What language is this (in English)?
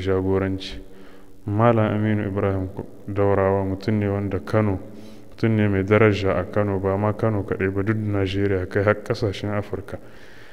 Hausa